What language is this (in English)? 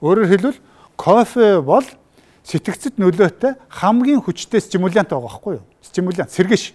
Mongolian